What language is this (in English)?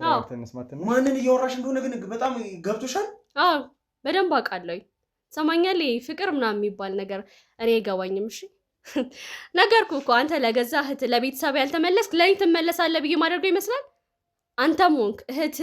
Amharic